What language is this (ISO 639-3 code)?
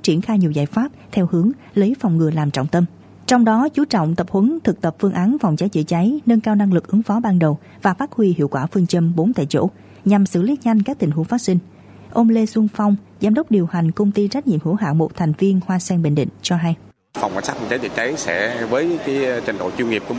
vie